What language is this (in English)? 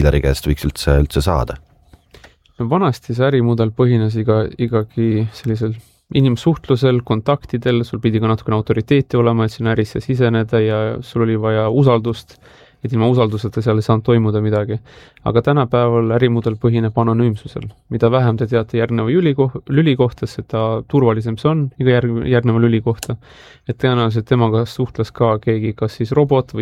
Estonian